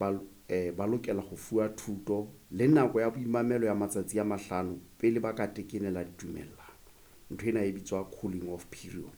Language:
Southern Sotho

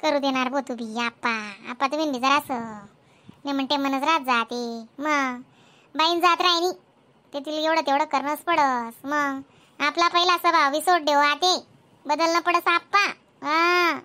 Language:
Khandesi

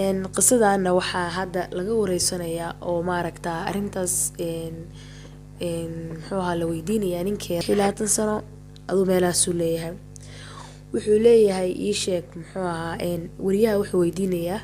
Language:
Somali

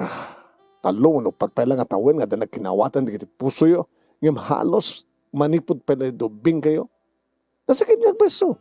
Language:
Iloko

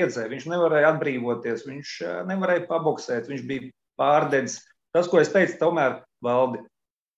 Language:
Latvian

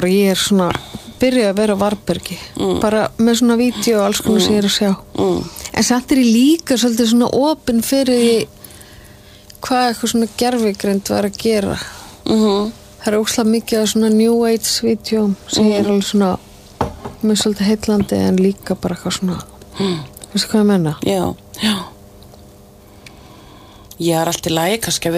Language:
Icelandic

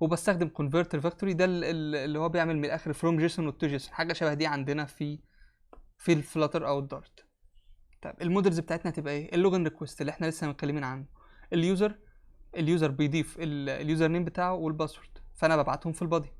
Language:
Egyptian Arabic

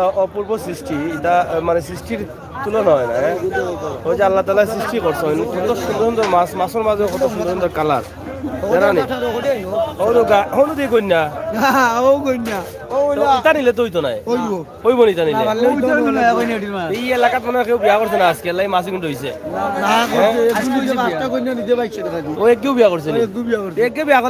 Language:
Sylheti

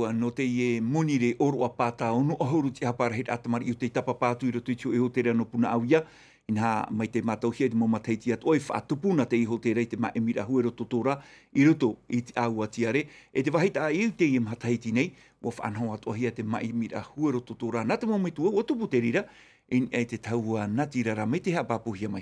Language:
Tahitian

